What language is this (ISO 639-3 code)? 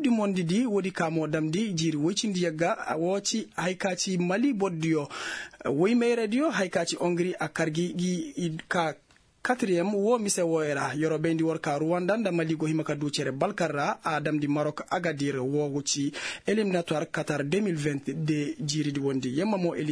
ses